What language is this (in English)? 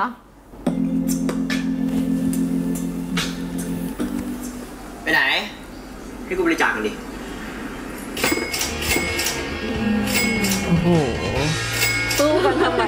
Thai